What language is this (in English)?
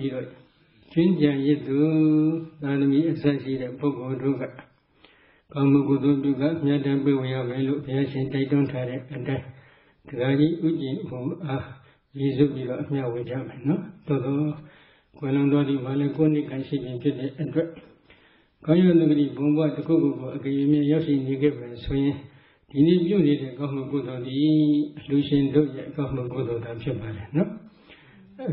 Burmese